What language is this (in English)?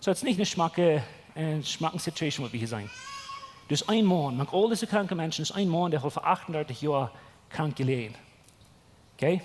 Plautdietsch